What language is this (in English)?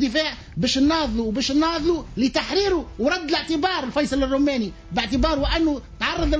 Tunisian Arabic